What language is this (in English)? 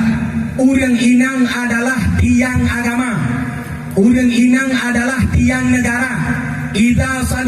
Achinese